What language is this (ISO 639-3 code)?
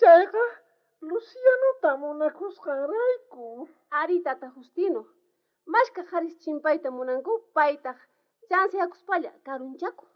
quh